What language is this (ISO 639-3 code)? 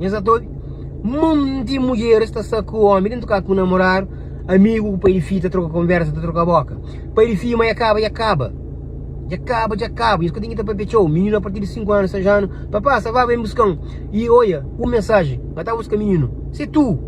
kea